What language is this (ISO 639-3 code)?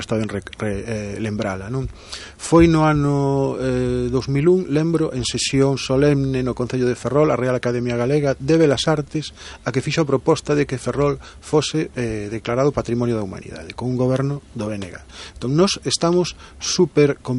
glg